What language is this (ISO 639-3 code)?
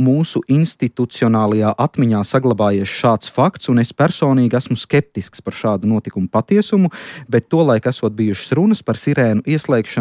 lav